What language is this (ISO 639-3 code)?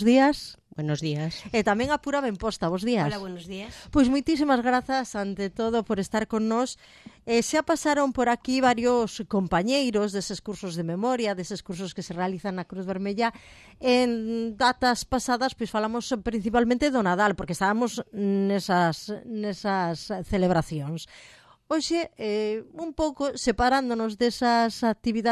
glg